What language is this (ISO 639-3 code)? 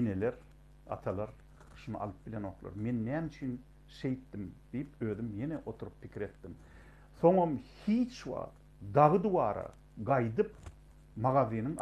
tuk